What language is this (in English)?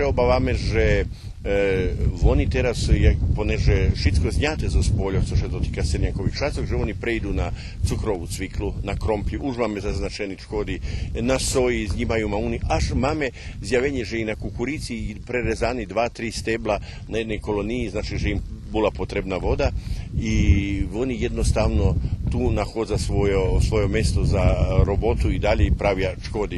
Rusyn